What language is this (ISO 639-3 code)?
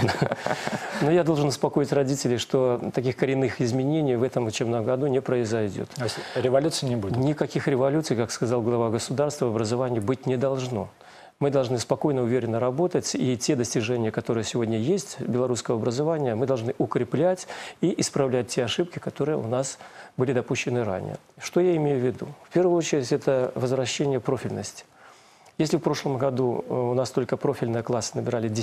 rus